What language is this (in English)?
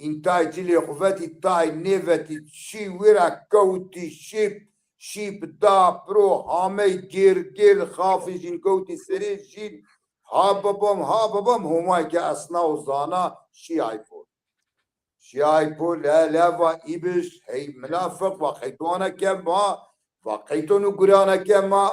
Zaza